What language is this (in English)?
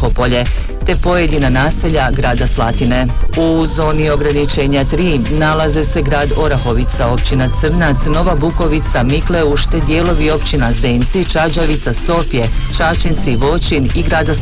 Croatian